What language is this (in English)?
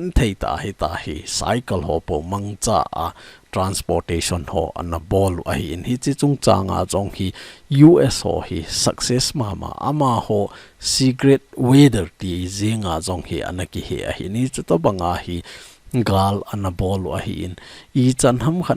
Thado Chin